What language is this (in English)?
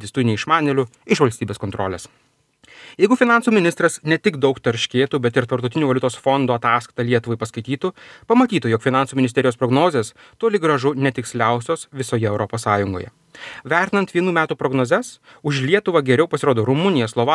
Lithuanian